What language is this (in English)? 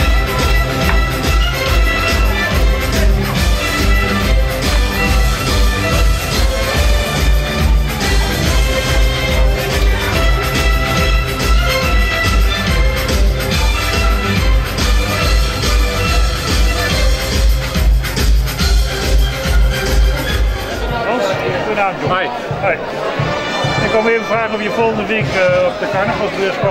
Dutch